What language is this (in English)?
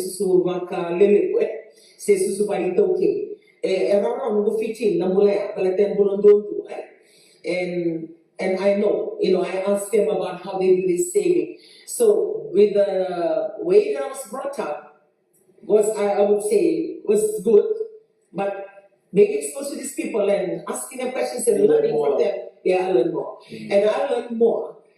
Fijian